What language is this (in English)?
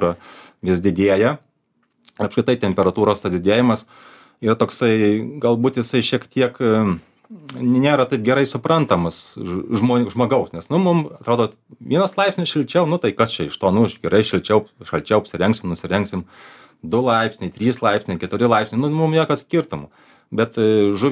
Lithuanian